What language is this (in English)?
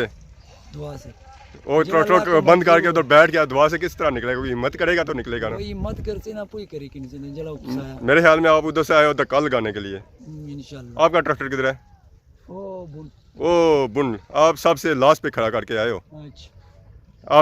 Pahari-Potwari